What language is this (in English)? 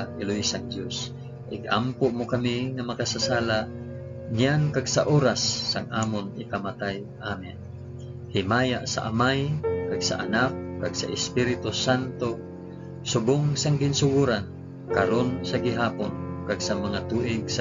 Hiligaynon